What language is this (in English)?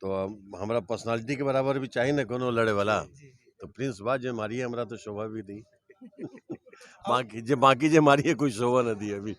Bhojpuri